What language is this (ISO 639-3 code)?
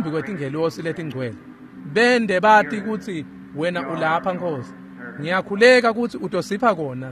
ssw